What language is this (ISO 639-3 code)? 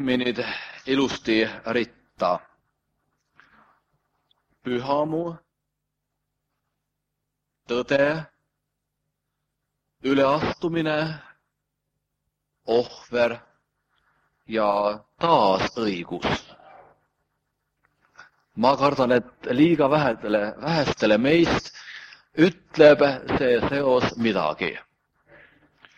est